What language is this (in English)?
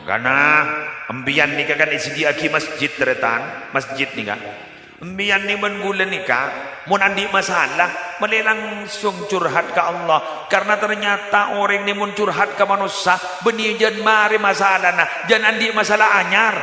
Madurese